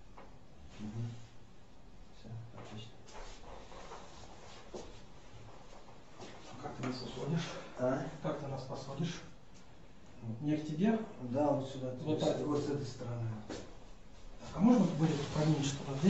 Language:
Russian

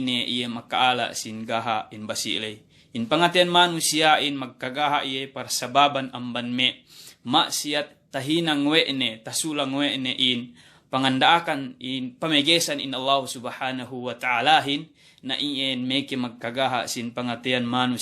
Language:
Yakan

